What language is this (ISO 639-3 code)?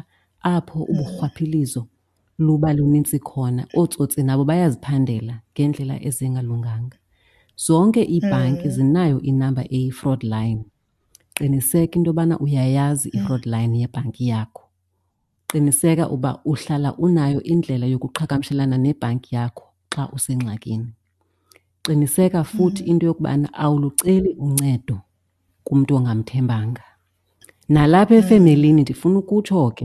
xho